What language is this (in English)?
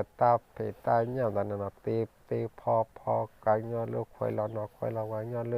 S'gaw Karen